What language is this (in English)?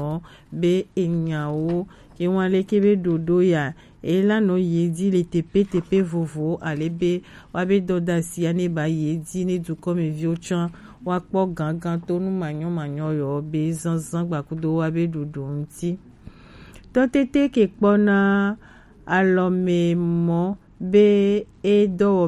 Gen